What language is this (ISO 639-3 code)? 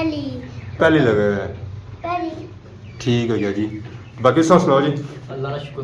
phr